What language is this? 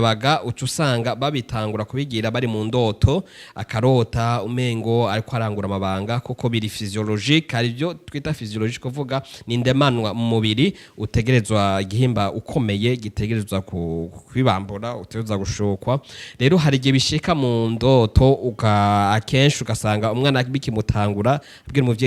Rundi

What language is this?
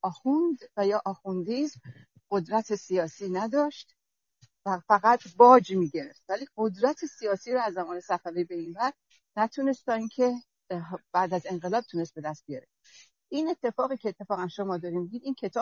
Persian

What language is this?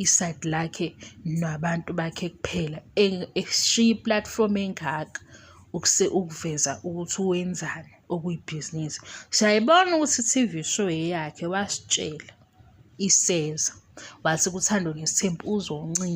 Zulu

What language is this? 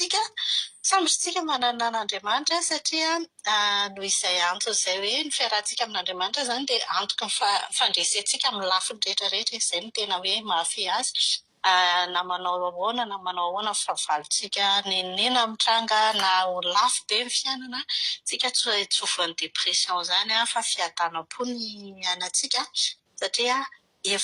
Malagasy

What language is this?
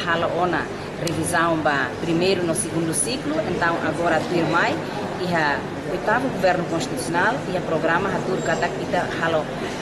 Tetum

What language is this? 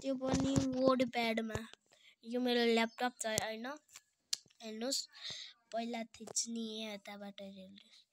Nepali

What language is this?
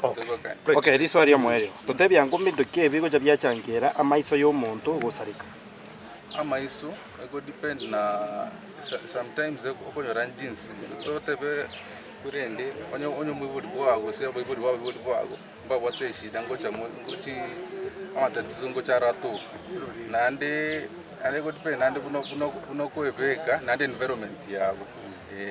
Gusii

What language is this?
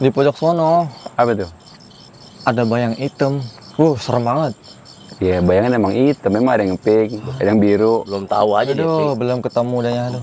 Betawi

